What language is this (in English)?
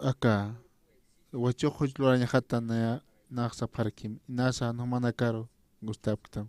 Aymara